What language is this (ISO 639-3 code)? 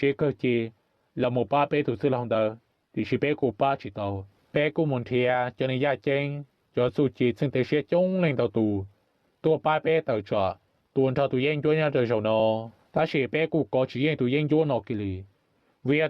hmn